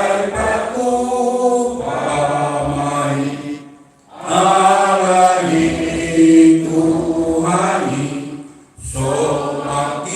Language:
Batak Toba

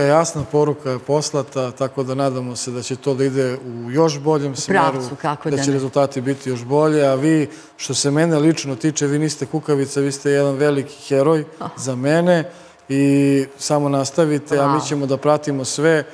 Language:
Serbian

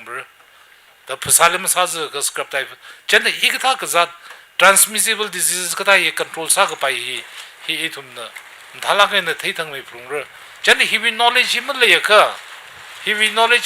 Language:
Tangkhul Naga (India)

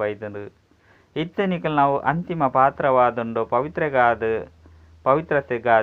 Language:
Tulu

